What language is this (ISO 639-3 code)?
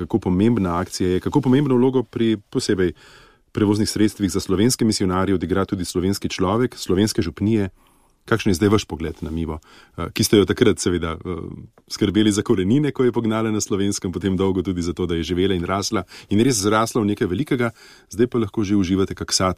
slv